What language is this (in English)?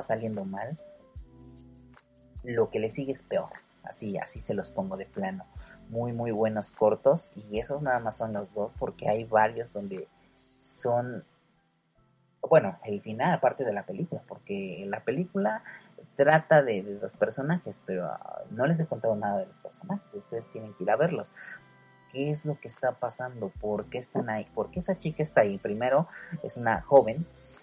Spanish